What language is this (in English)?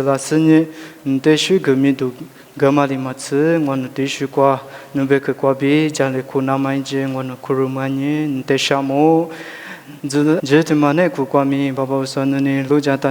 Lisu